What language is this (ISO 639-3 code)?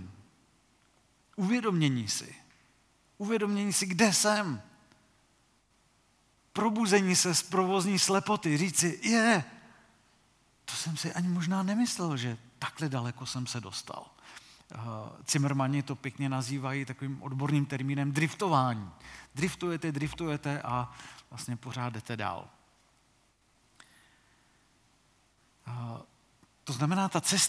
ces